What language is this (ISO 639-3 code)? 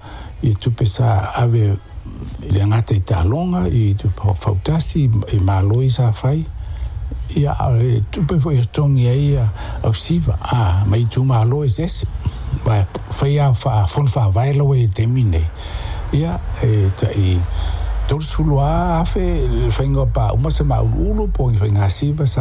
smo